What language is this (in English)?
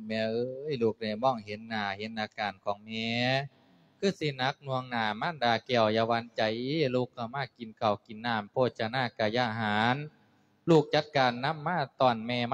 Lao